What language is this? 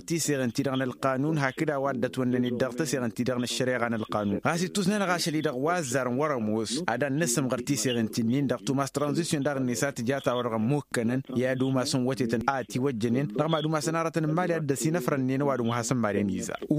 Tamasheq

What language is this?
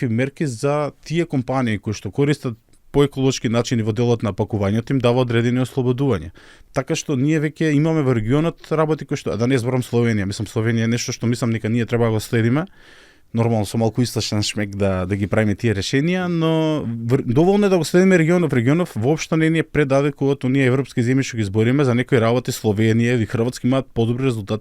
Macedonian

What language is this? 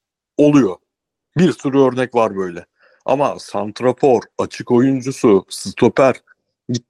Turkish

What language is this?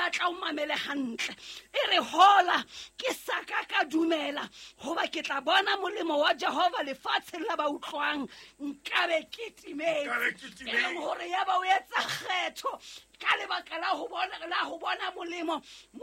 Southern Sotho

